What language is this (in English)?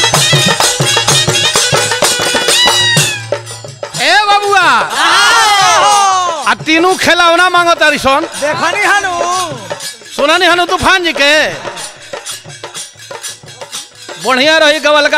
Bhojpuri